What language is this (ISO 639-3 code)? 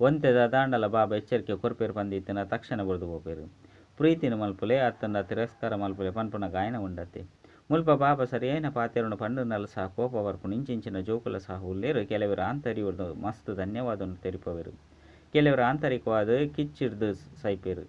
tcy